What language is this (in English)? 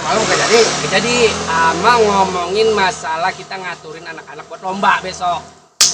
Betawi